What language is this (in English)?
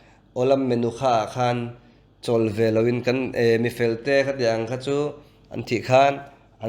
Mizo